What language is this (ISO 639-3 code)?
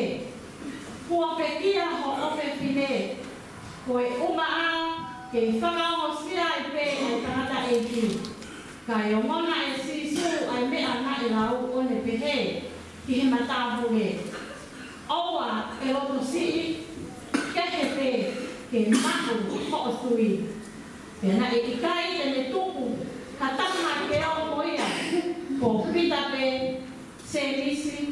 ton